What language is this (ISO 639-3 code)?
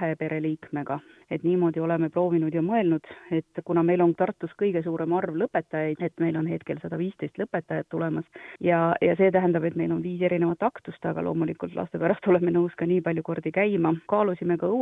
est